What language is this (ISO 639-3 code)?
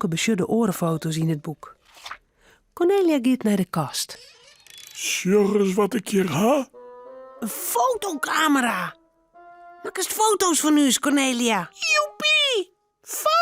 fry